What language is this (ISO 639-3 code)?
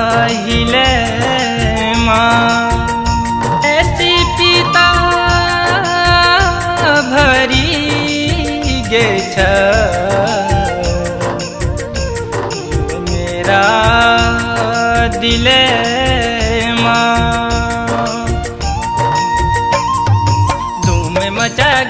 bho